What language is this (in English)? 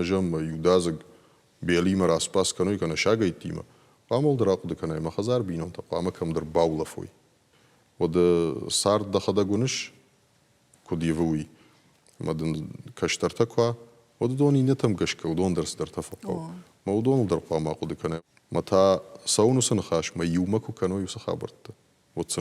Ossetic